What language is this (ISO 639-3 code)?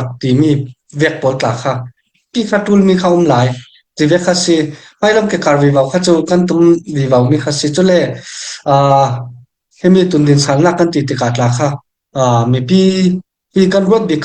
cfm